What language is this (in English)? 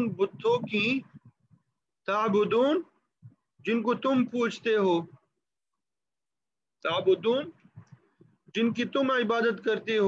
Urdu